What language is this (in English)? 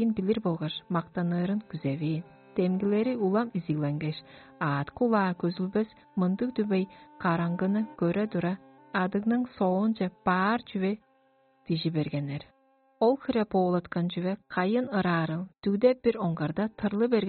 Tuvinian